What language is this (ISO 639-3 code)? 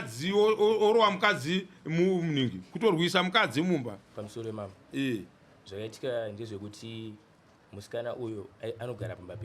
sna